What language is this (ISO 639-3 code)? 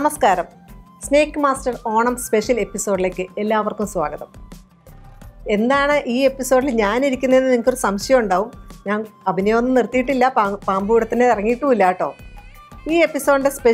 mal